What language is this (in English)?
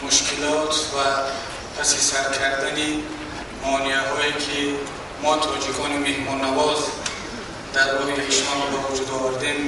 Tajik